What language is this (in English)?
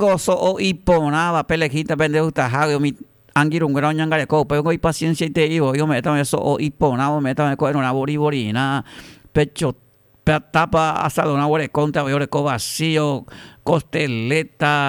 Guarani